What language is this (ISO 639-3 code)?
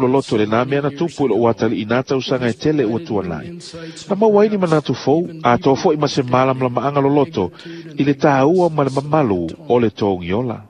smo